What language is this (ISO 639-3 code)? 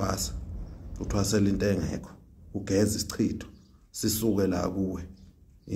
zul